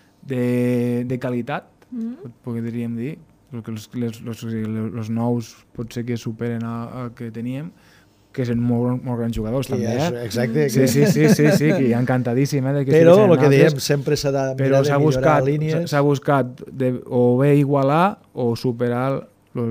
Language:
Catalan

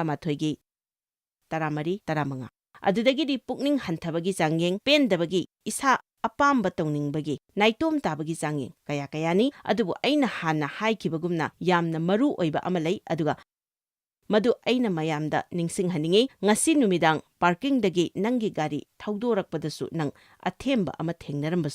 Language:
Manipuri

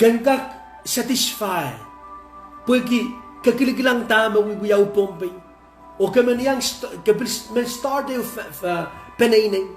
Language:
Pohnpeian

